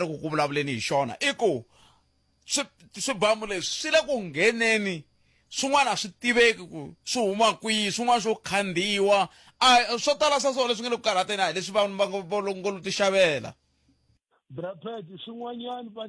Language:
Tsonga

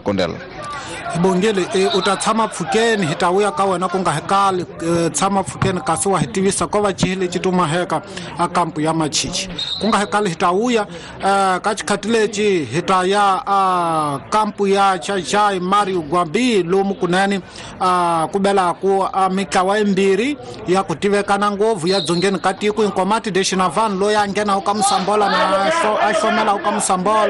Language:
Tsonga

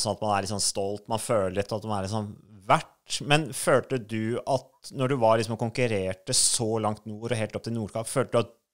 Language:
Norwegian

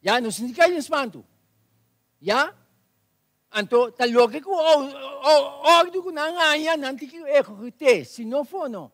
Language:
Papiamento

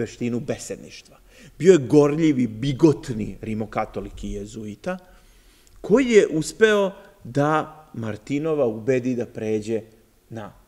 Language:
Serbian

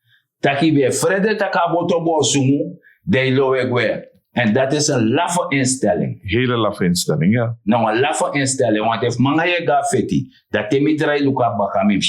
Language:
Sranan Tongo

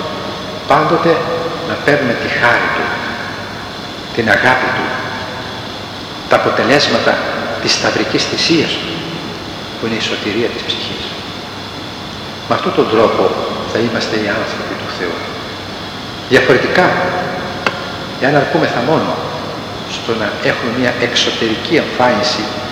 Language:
Greek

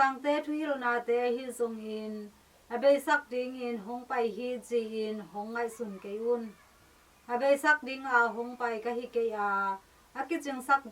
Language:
Tedim Chin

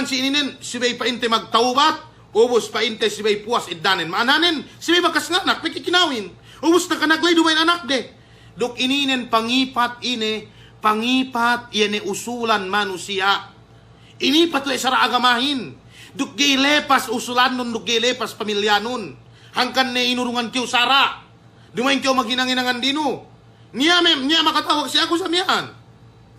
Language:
Yakan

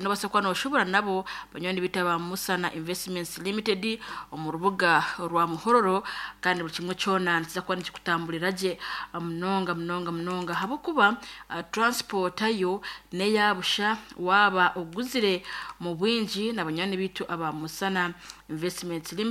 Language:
Nyankole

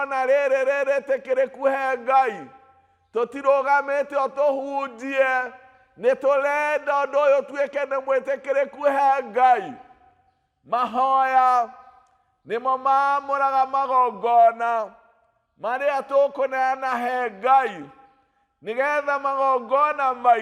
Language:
Kikuyu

